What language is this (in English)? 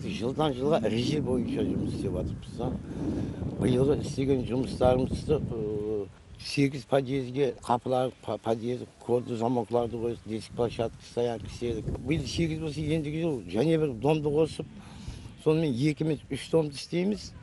Kara-Kalpak